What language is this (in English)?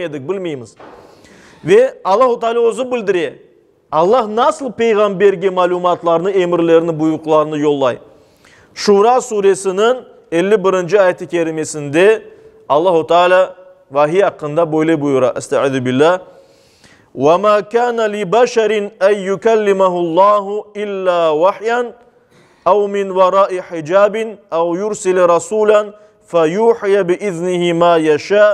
Crimean Tatar